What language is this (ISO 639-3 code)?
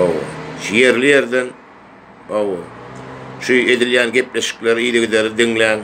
tuk